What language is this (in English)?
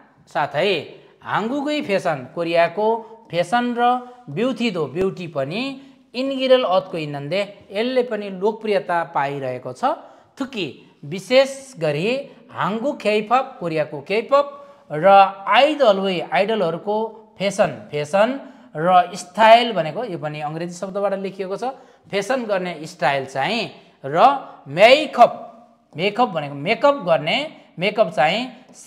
Nepali